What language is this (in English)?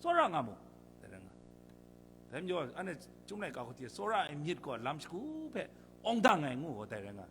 Kachin